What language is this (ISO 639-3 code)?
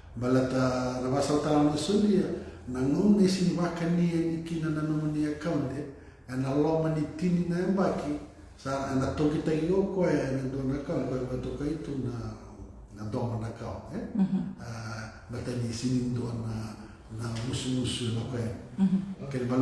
fij